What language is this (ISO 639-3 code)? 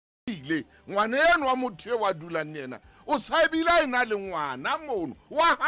sot